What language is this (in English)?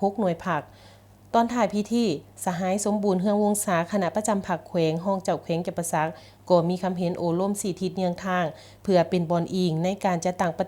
Lao